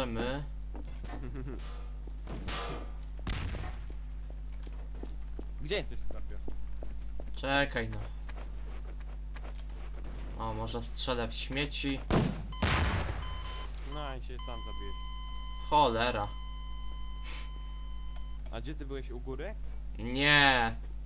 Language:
Polish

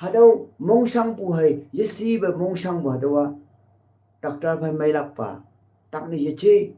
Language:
Konyak Naga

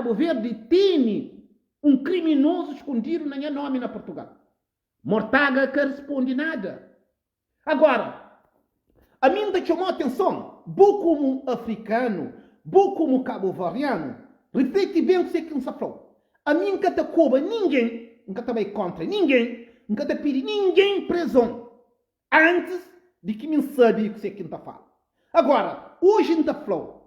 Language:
Kabuverdianu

